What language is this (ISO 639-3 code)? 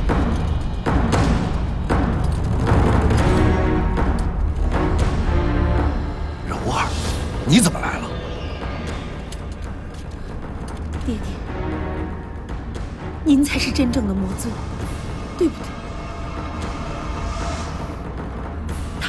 zho